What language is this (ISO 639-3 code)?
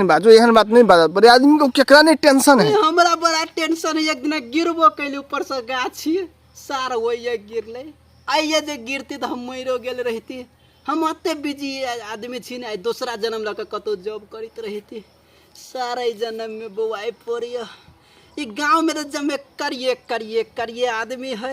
mai